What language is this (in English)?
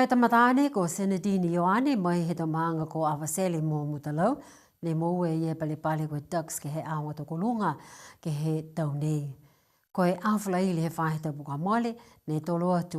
Niuean